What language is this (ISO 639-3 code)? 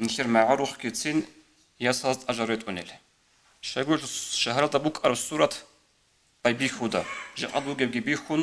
ava